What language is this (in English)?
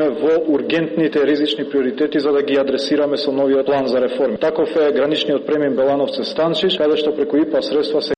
Macedonian